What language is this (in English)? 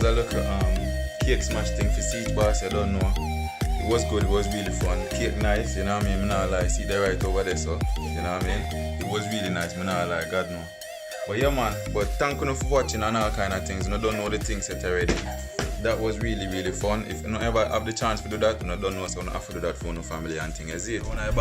Jamaican Creole English